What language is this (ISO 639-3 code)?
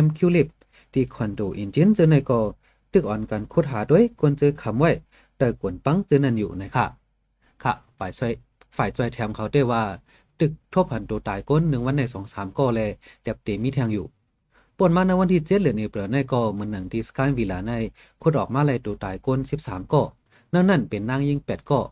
shn